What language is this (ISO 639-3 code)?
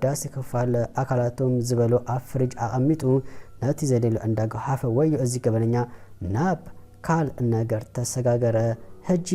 tir